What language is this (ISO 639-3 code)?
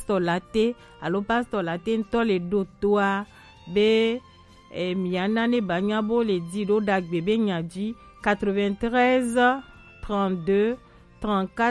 gej